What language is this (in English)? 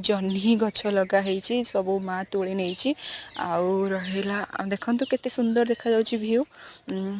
Odia